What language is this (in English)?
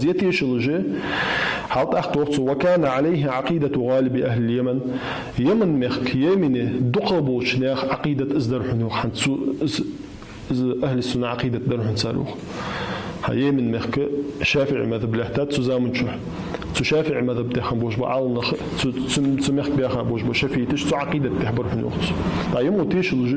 Ingush